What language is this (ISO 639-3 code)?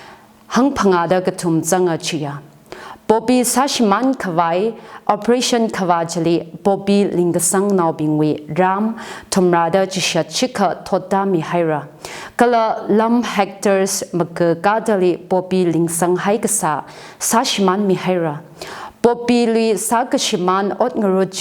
nmf